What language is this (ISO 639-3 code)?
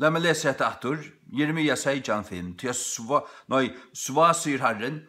fao